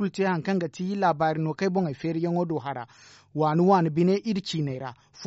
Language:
Zarma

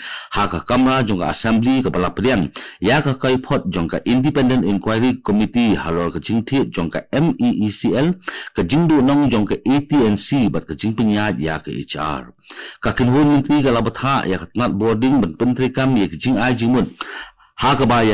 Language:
Khasi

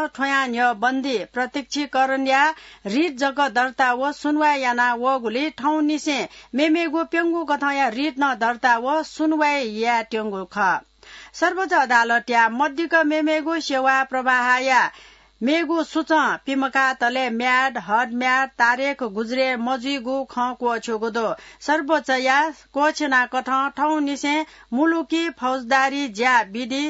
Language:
Newari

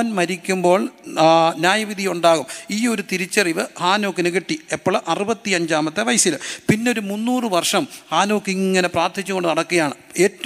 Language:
Malayalam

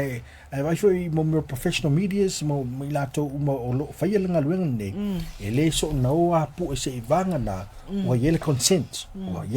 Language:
Samoan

